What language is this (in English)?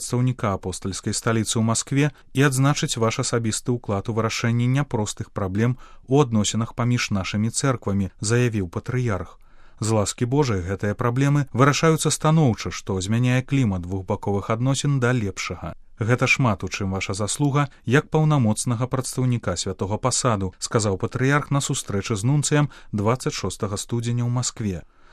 Belarusian